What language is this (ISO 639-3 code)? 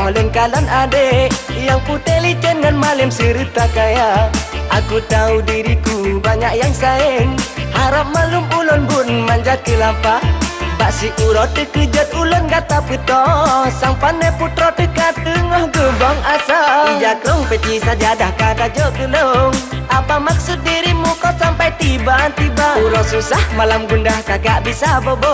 ace